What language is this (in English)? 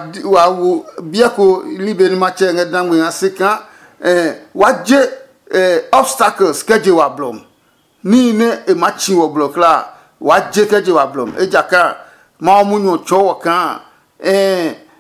Adangme